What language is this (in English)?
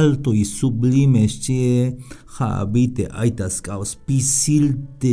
Tzeltal